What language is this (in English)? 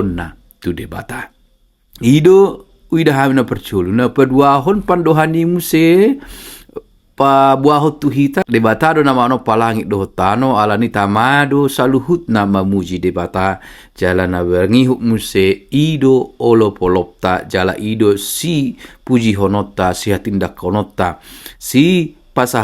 Batak Toba